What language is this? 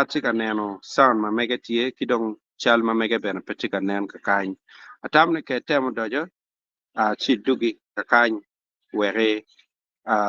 Acoli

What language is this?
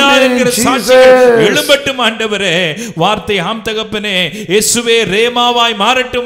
Tamil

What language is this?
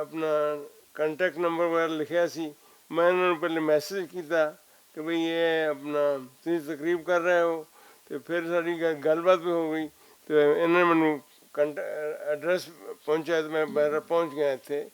Western Panjabi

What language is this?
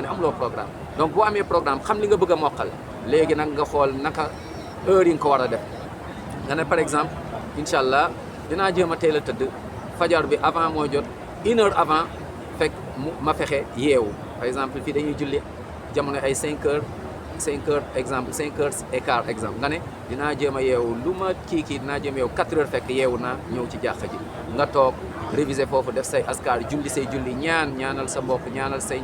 Wolof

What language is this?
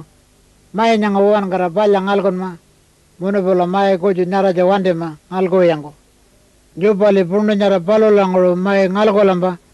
Pitjantjatjara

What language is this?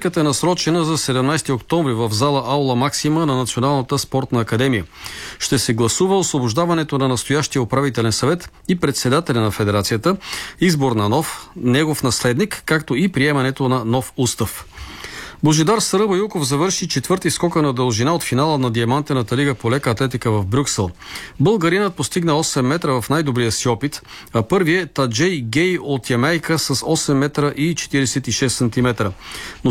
Bulgarian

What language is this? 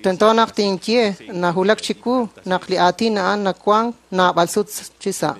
Kekchí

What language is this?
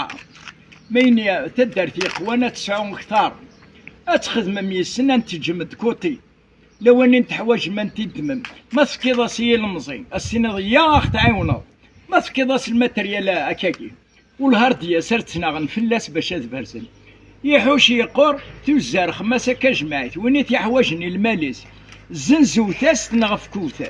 Kabyle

